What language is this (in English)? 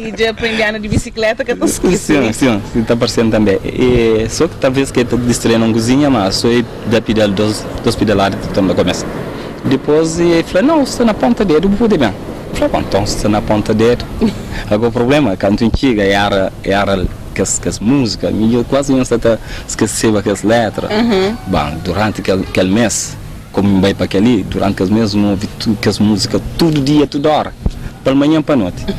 Kabuverdianu